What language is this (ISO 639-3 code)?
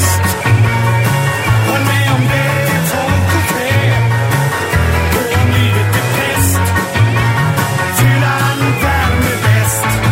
swe